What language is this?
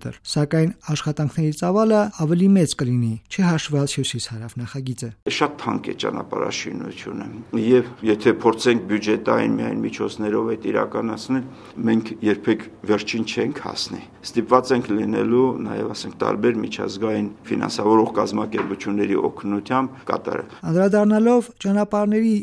Armenian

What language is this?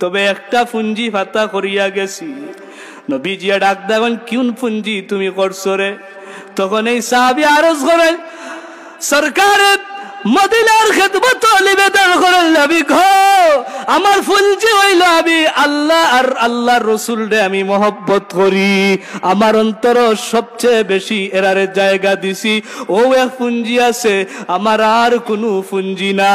Sylheti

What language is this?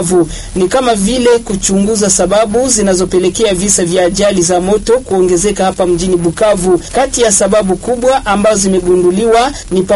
Swahili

